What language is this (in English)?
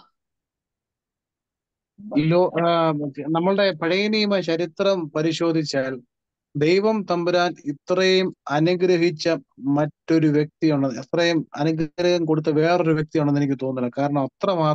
Malayalam